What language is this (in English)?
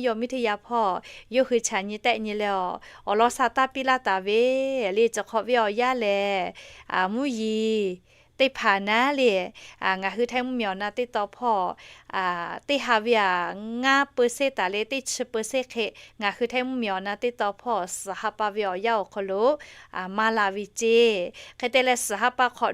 Lahu